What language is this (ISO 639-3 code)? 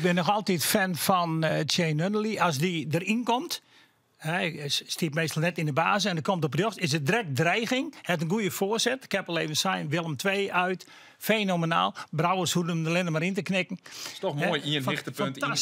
fry